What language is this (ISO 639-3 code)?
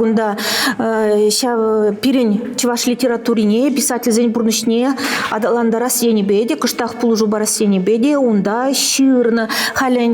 chv